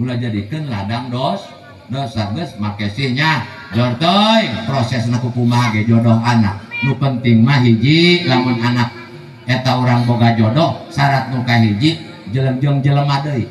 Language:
Sundanese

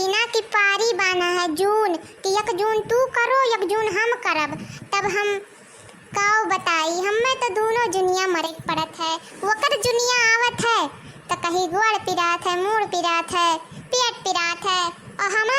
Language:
Awadhi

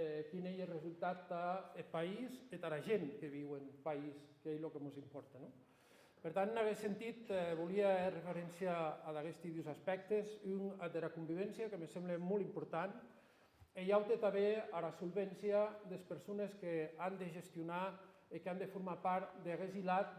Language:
Occitan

